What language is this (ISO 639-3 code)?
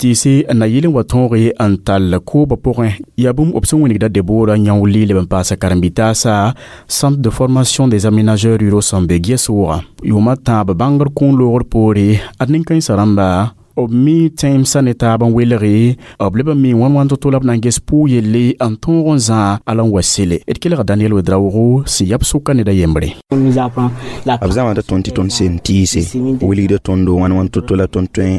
mos